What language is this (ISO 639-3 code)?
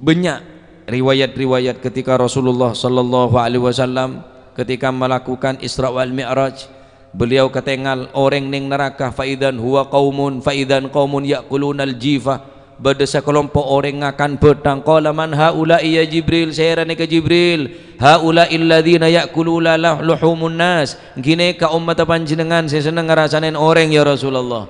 mad